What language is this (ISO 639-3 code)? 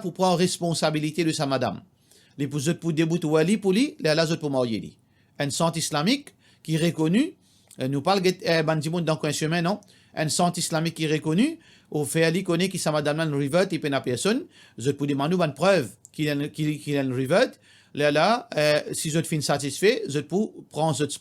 mfe